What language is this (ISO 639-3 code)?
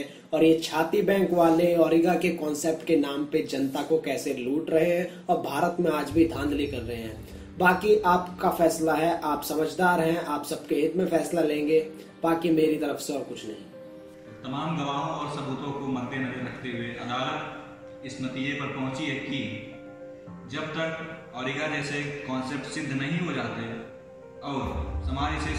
hin